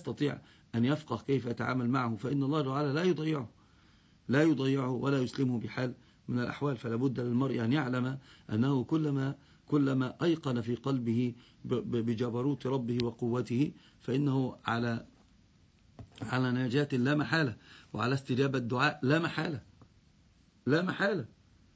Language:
Arabic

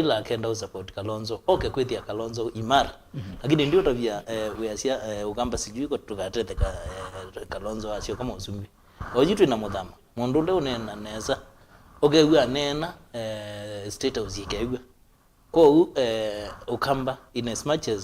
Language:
Kamba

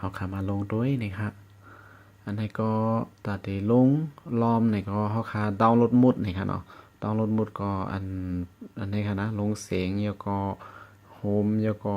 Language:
Shan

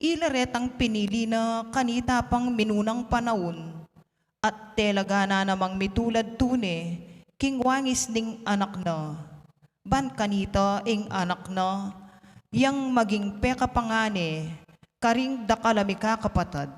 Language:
Pampanga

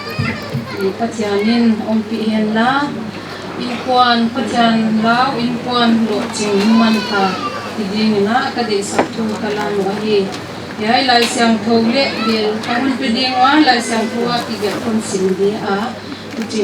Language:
Paite Chin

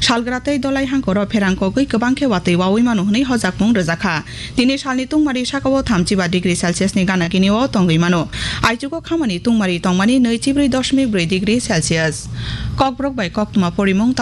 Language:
Kok Borok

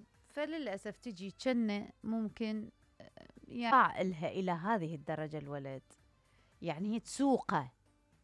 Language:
Mesopotamian Arabic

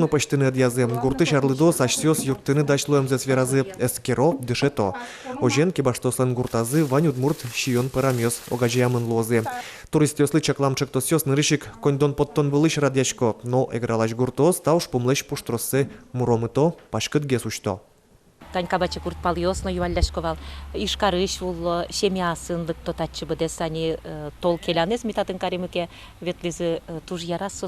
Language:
Udmurt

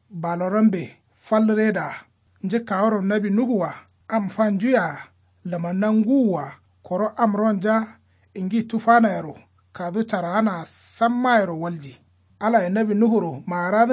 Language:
Kanuri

